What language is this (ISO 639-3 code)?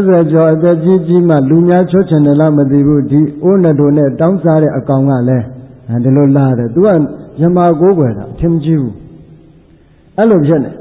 mya